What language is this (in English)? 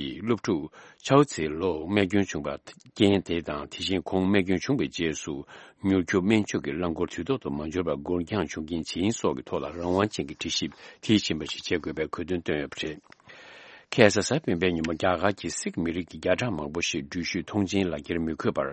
Tibetan